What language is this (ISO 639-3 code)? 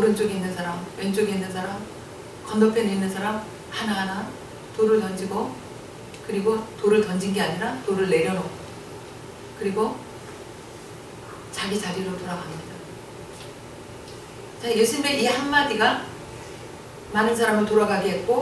kor